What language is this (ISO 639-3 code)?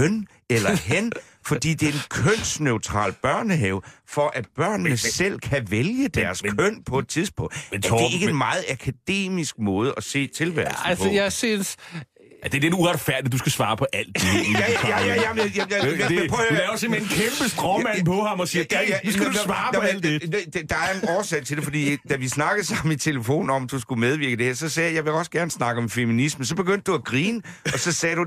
dan